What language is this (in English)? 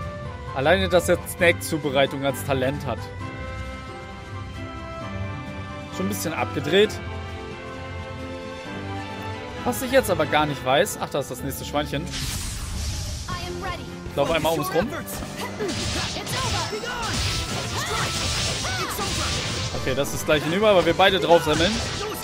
German